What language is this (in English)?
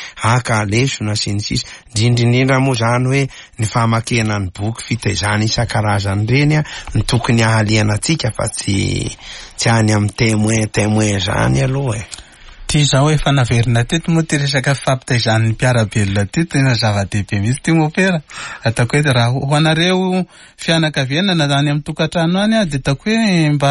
Malagasy